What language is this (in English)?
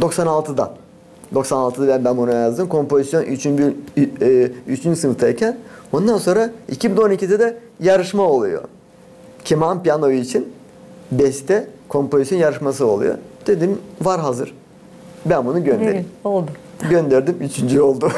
Gagauz